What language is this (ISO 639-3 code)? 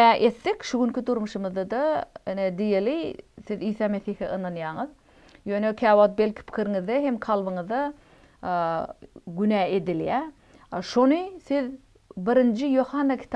tuk